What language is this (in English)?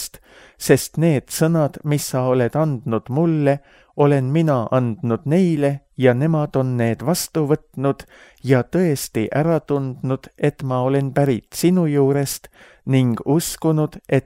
Estonian